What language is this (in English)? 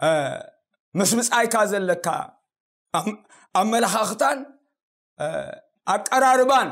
Tigrinya